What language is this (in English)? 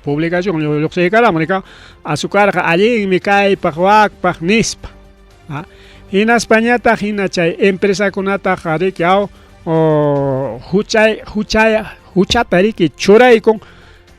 Ayacucho Quechua